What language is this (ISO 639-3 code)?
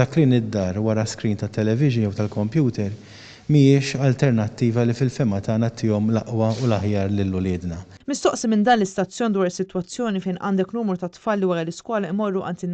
mlt